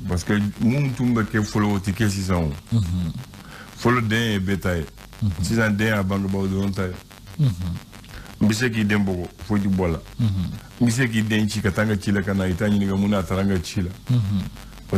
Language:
Bambara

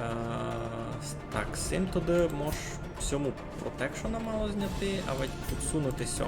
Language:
Rusyn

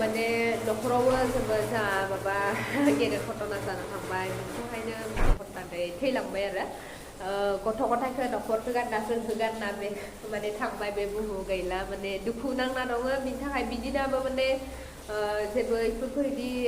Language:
Bodo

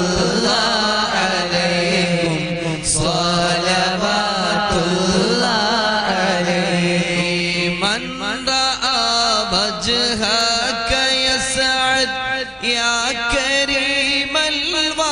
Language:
Malayalam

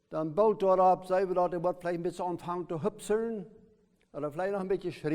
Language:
Plautdietsch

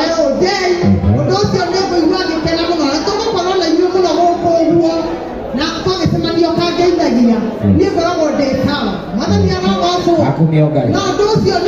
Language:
Kikuyu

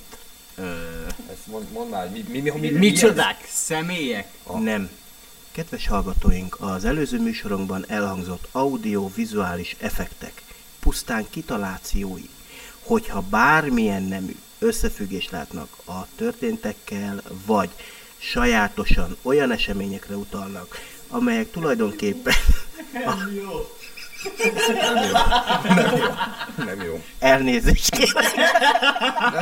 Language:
Hungarian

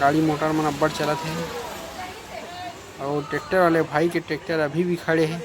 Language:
Chhattisgarhi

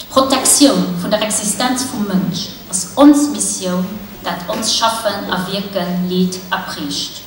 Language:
Luxembourgish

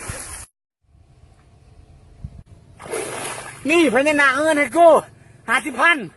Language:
Lao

